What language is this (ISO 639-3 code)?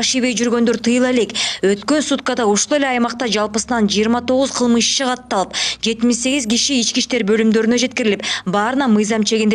kir